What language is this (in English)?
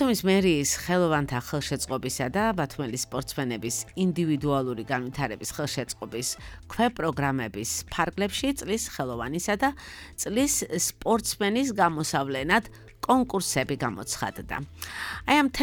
Georgian